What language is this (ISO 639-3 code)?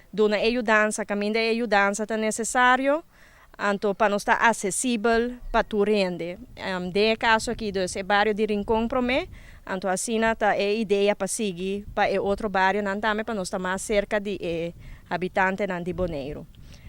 pap